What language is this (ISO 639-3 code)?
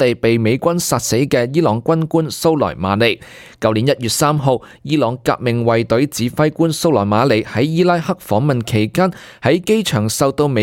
yue